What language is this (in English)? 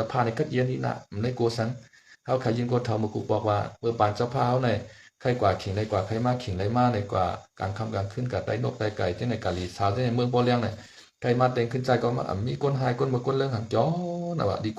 Shan